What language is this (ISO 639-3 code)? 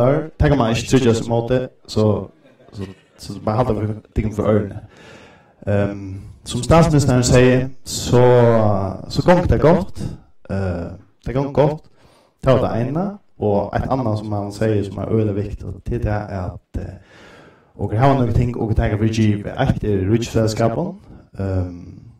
fao